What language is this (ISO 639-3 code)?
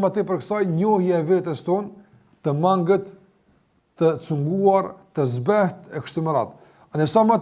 sqi